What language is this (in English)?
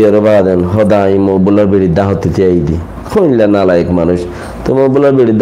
Rohingya